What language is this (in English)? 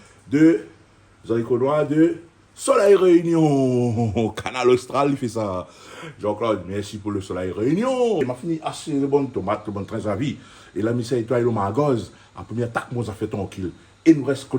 Réunion Creole French